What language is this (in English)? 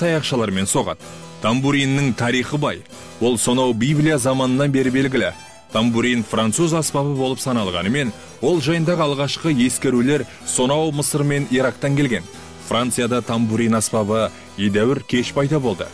Kazakh